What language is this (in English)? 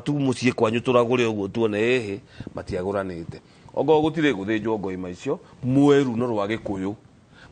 Kikuyu